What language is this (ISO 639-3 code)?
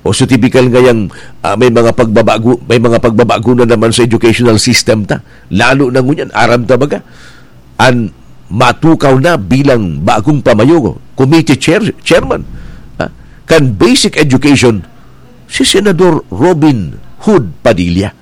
bik